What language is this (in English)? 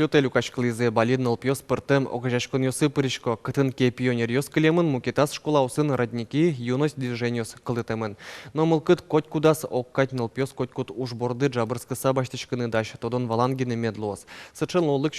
Udmurt